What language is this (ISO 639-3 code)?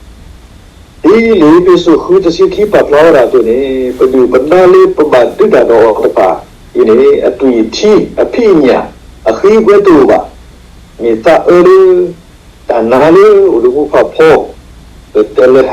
ksw